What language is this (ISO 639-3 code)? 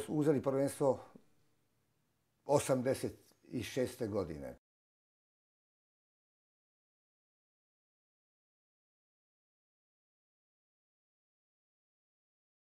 hrv